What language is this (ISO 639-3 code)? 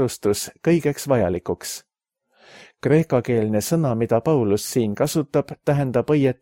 est